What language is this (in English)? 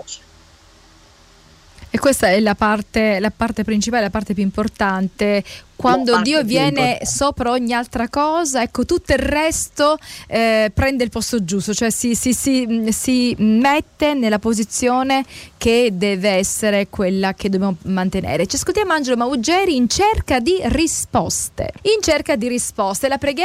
Italian